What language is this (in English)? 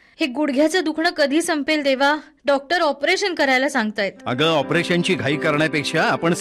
Marathi